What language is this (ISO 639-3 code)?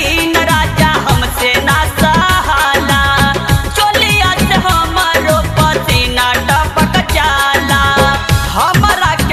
bho